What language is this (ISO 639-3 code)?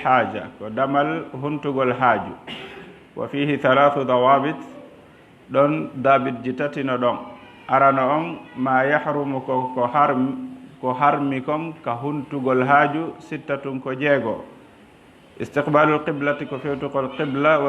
ful